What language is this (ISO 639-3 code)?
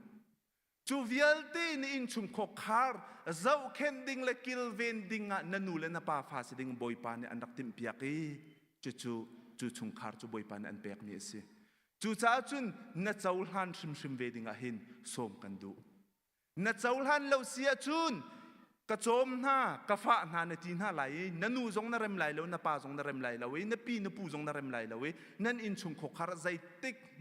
cnh